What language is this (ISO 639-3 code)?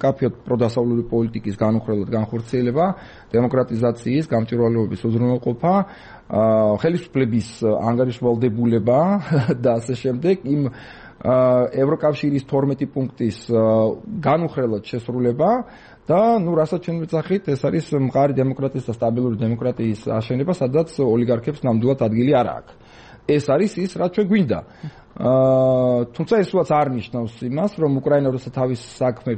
kat